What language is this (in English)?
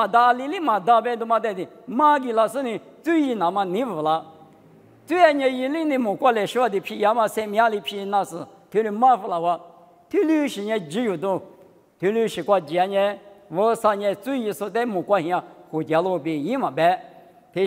Lisu